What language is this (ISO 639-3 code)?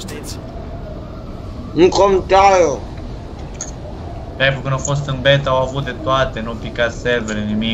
ron